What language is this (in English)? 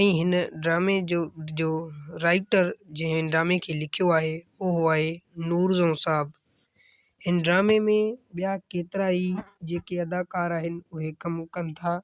Sindhi